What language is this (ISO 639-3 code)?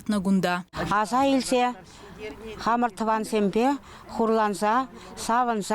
chv